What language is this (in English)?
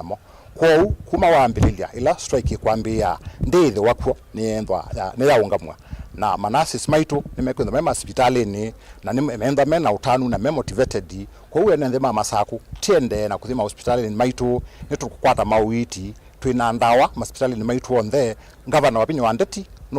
Kamba